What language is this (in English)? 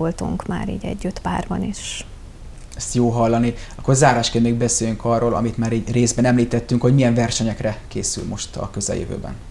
Hungarian